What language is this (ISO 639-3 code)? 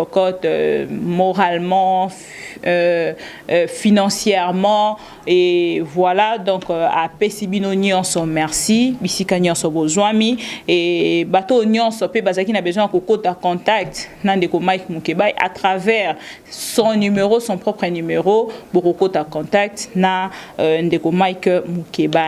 lin